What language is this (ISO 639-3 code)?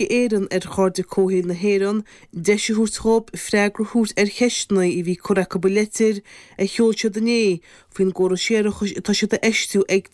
gle